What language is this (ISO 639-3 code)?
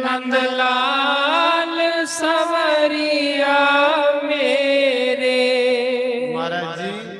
doi